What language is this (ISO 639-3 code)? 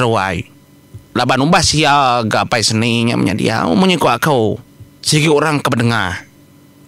iba